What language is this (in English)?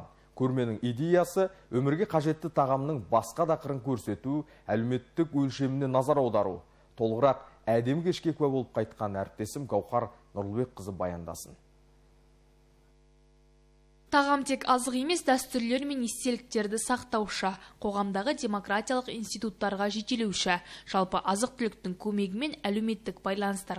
Kazakh